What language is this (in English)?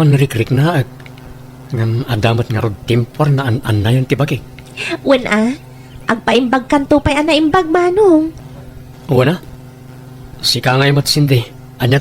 Iloko